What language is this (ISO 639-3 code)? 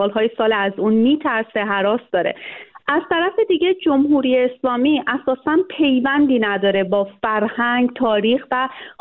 fas